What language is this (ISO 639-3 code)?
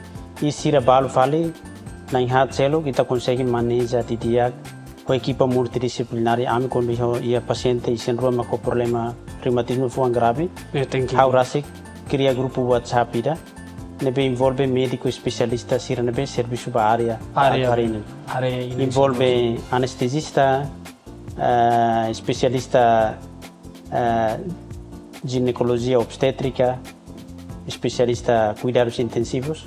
tet